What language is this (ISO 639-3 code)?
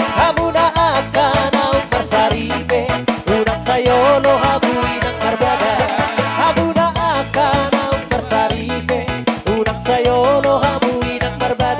bbc